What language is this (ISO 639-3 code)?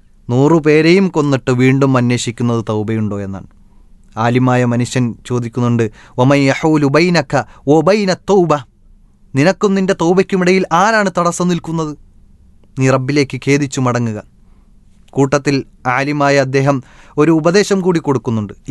mal